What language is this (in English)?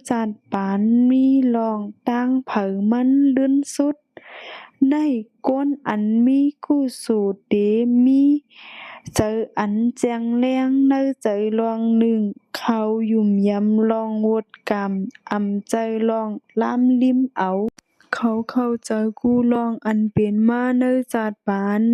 Shan